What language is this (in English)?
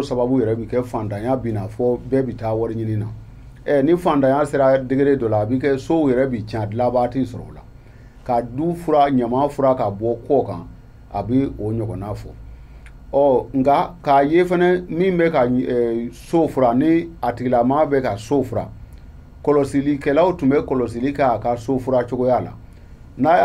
Bambara